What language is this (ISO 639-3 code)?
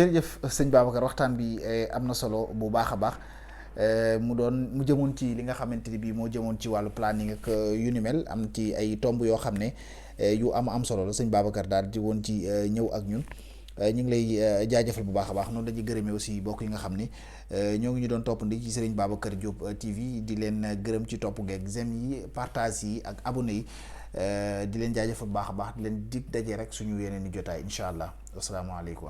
wol